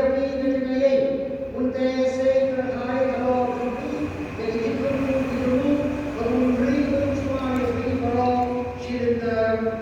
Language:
Khasi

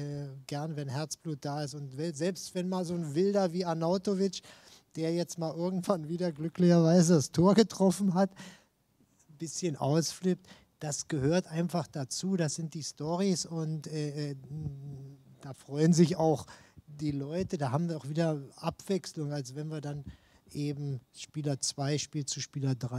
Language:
German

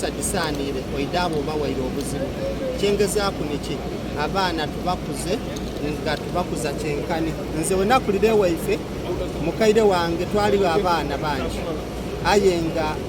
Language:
Soga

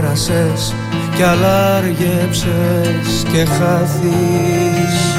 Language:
Greek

